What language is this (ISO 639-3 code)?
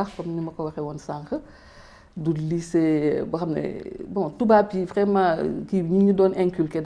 wol